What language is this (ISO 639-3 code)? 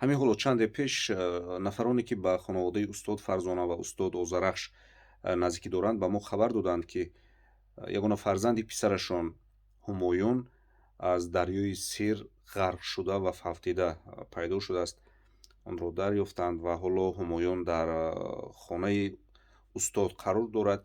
tgk